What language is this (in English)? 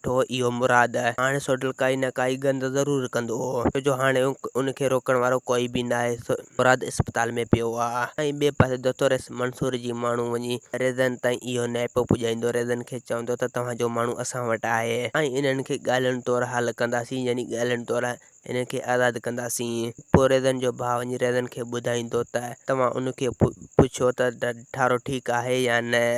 Sindhi